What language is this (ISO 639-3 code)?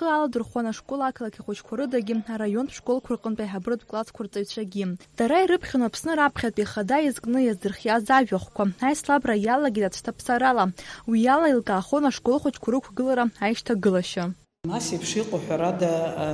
abk